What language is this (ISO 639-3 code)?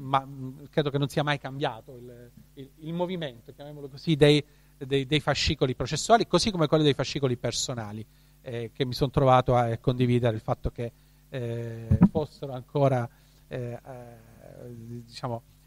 ita